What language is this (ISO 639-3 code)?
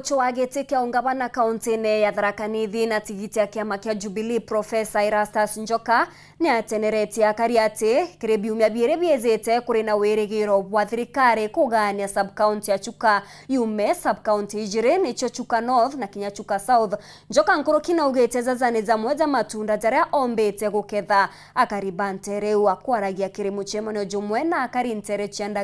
mer